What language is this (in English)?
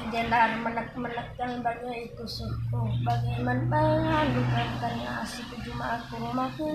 Batak Karo